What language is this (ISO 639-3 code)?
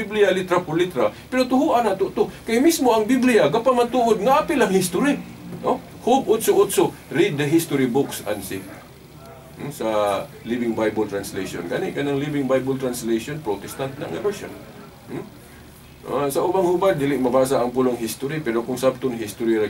ceb